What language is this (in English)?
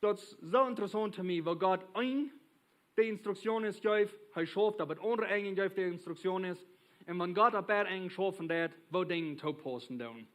Plautdietsch